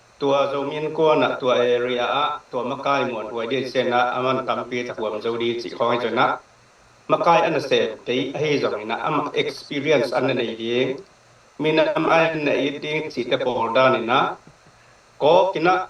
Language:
Tedim Chin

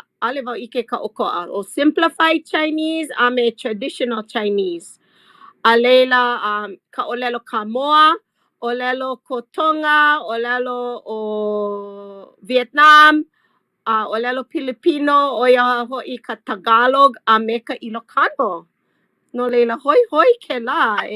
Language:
Hawaiian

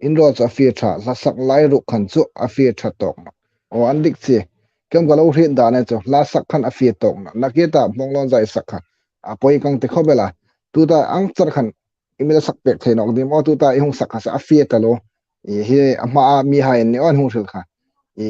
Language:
Hmar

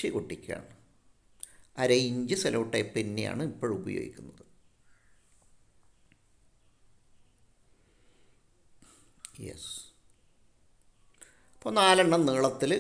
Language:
Malayalam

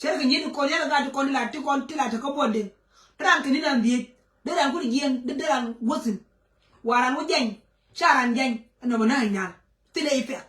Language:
Nuer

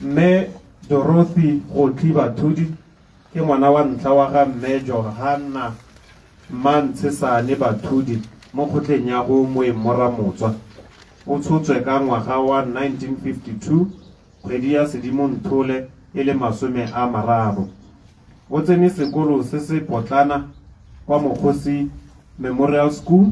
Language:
Tswana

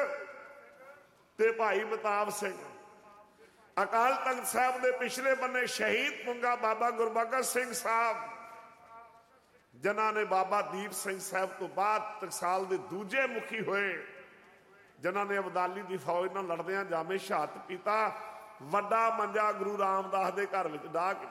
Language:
Punjabi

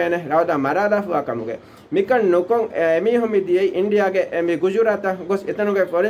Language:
Divehi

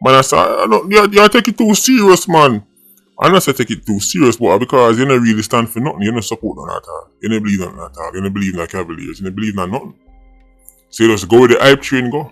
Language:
Jamaican Creole English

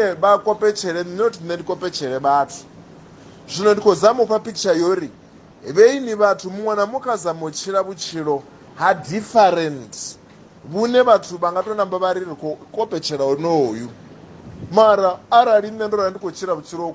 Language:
Venda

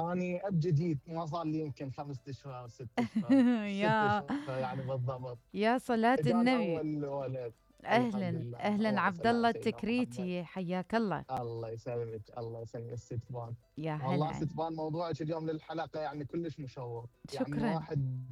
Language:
Mesopotamian Arabic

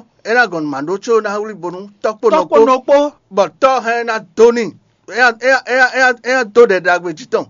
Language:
Fon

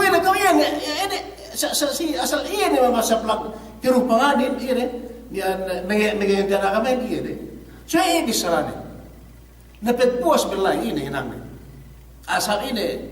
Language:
Yakan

